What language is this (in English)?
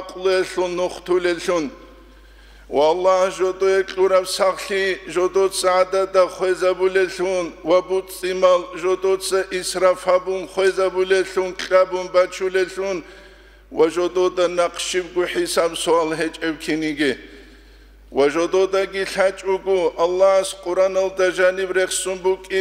Avaric